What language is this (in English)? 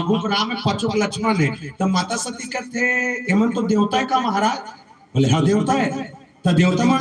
Chhattisgarhi